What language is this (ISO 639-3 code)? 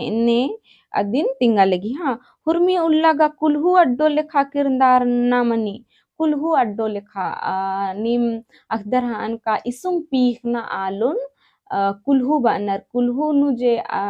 kru